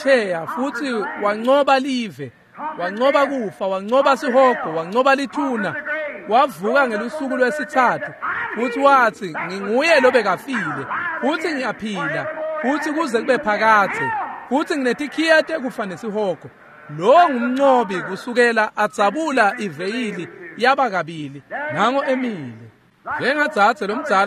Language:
Swati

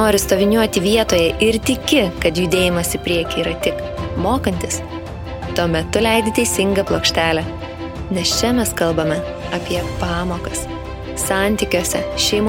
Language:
Lithuanian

